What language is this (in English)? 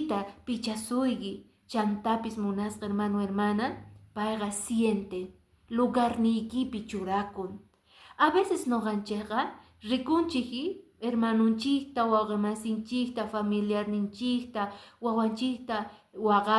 Quechua